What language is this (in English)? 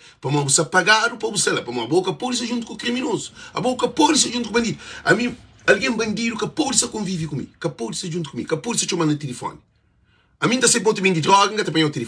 Kabuverdianu